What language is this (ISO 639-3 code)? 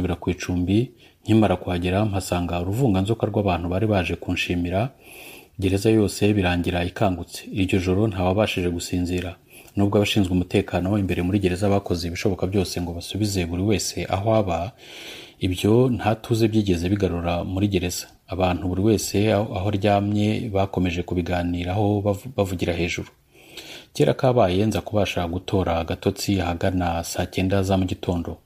kin